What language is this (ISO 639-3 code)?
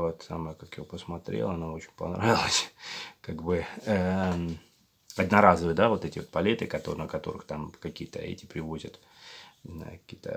rus